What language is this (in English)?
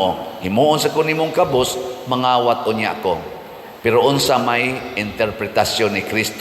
Cebuano